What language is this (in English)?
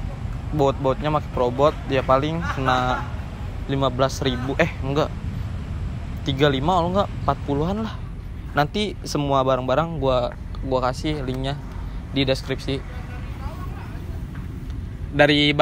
Indonesian